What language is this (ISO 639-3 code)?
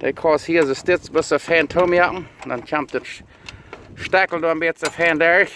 pdt